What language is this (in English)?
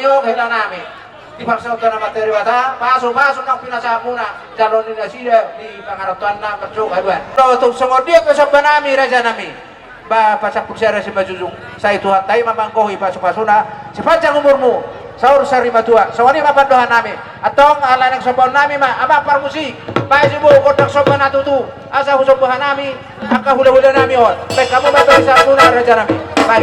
Batak Toba